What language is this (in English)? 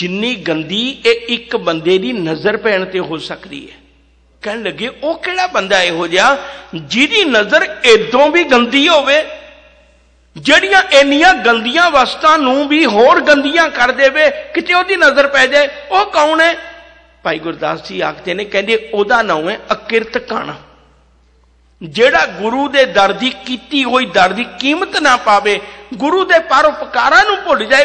Punjabi